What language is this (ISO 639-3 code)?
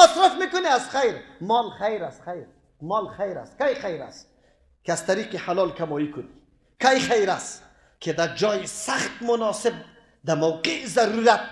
fas